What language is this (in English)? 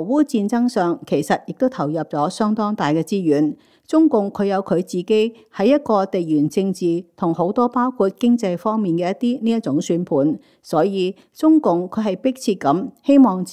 Cantonese